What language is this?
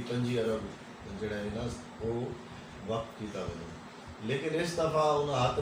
Saraiki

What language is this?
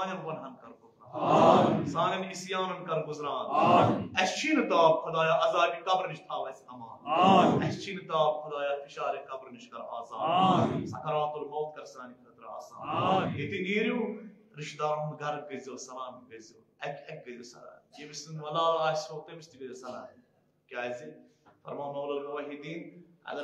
Kashmiri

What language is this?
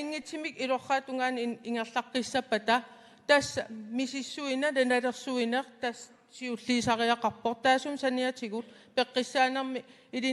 Kalaallisut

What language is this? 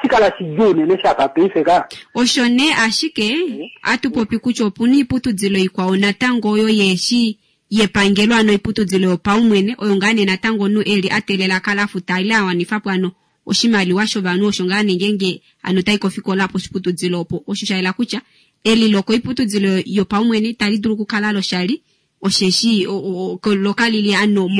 Kuanyama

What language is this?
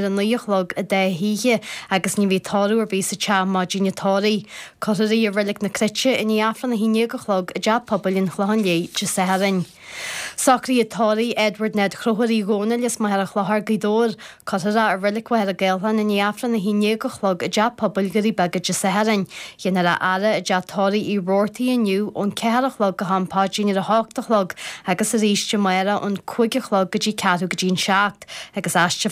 Irish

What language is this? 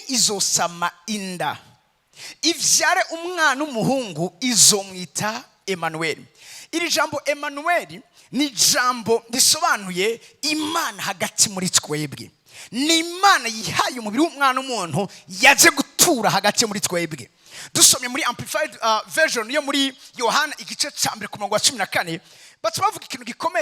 Rundi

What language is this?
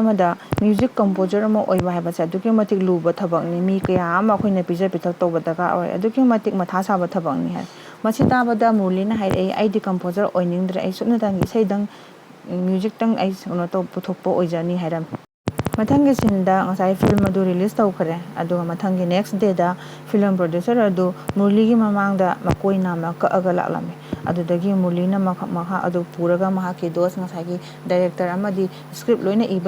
Manipuri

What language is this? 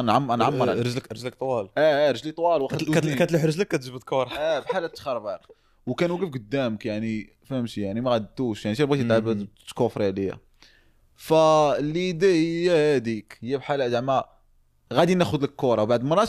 Moroccan Arabic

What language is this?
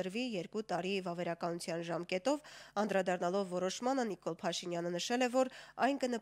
Armenian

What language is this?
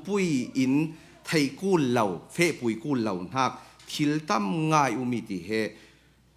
Falam Chin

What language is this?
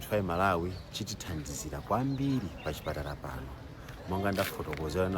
Nyanja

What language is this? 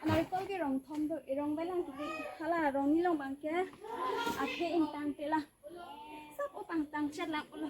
Karbi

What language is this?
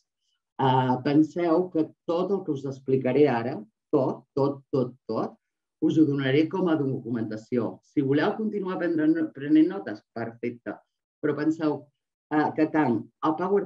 Catalan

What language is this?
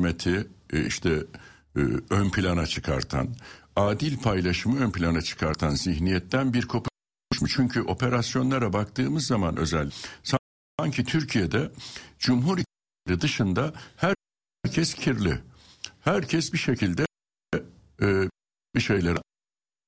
Turkish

